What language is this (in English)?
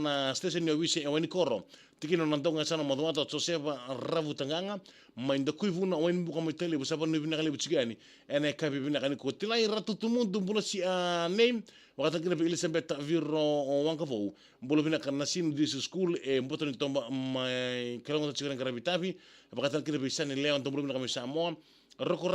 Fijian